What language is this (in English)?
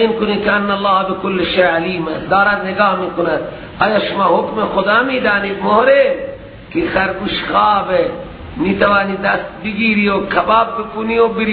Persian